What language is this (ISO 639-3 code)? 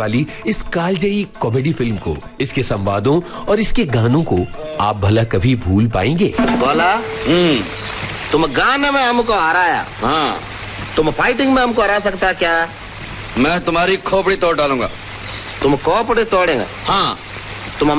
hin